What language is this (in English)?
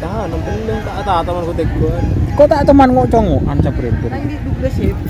Madurese